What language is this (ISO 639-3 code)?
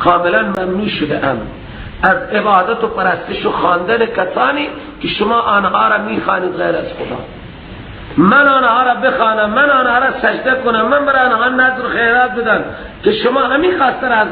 fas